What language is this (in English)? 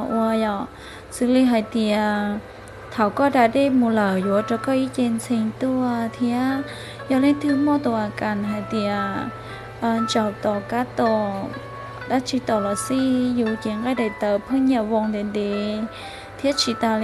Hmong